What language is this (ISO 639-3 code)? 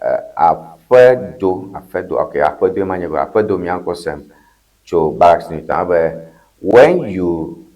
ewe